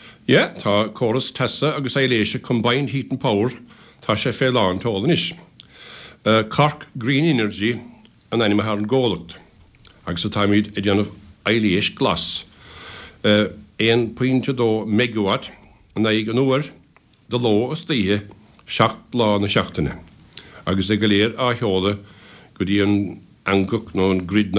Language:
Irish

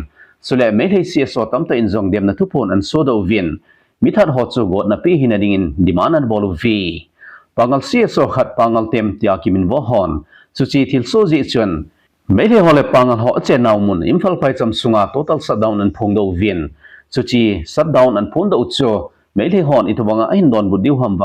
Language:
Thado Chin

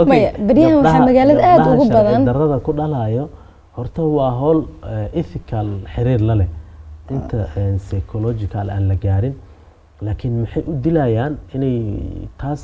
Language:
Somali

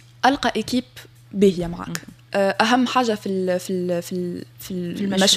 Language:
Tunisian Arabic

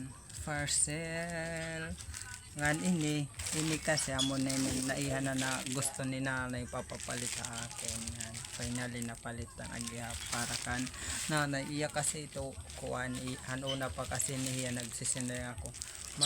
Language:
Waray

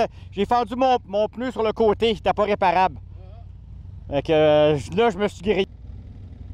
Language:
French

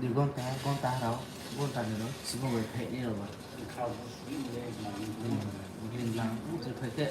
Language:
Riang (India)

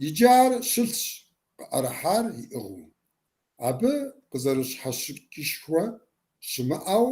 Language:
Kabardian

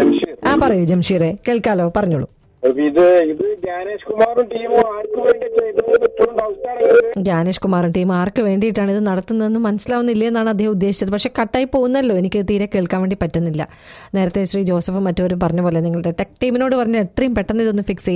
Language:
Malayalam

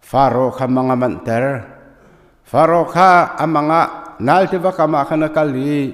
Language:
Hakha Chin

